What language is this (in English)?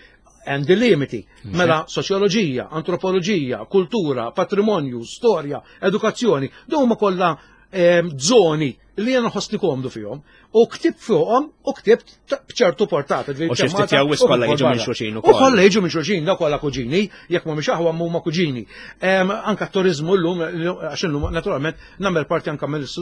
Maltese